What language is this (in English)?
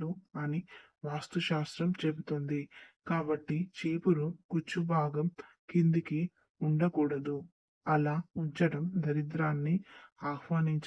Telugu